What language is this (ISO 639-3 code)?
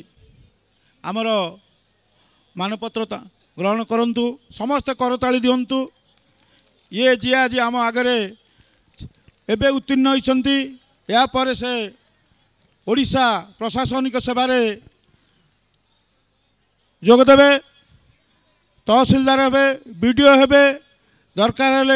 ori